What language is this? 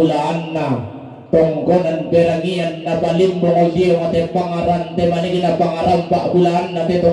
Toraja-Sa'dan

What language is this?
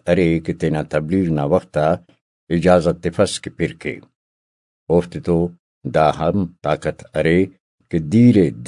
Brahui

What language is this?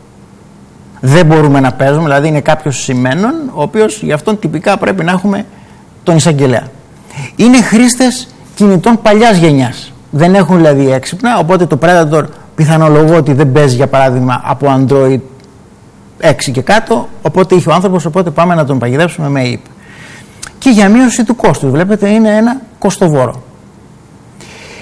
Greek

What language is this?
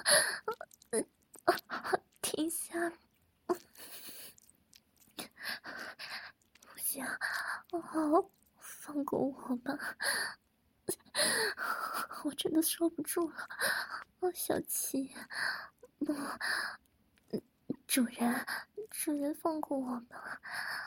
Chinese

